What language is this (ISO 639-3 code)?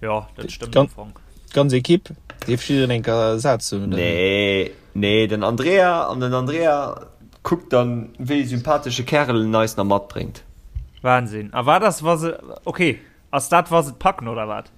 ltz